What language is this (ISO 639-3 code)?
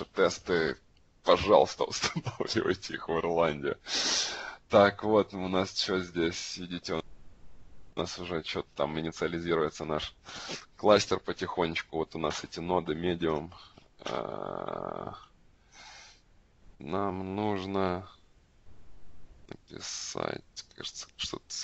rus